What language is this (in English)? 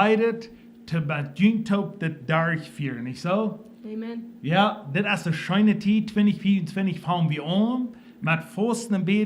Plautdietsch